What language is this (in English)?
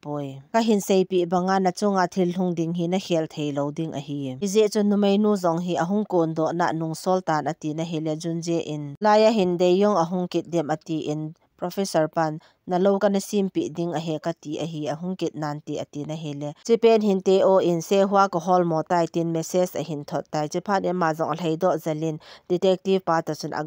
Thado Chin